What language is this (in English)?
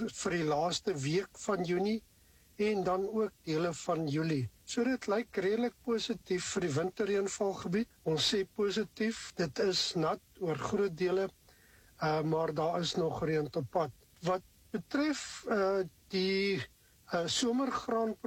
Afrikaans